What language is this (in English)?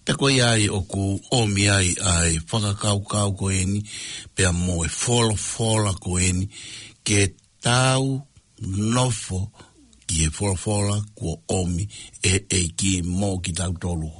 Tongan